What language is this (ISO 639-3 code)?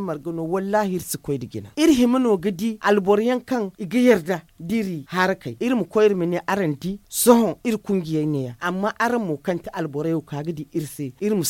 dje